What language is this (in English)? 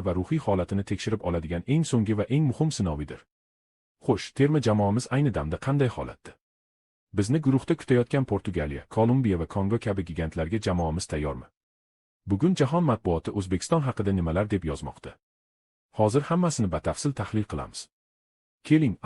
Uzbek